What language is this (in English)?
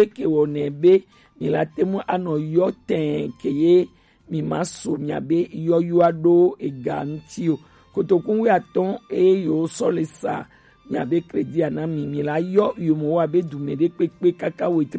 Gen